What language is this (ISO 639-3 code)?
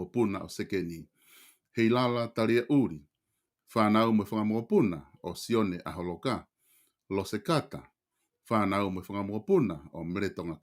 ton